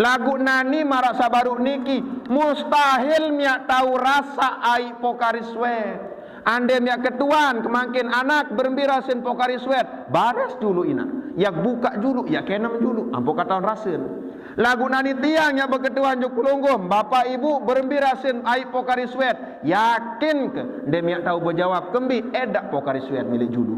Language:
Sasak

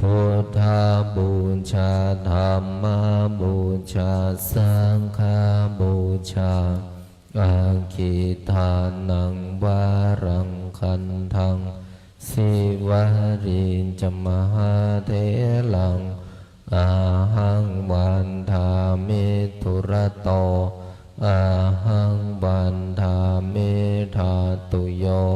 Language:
Pali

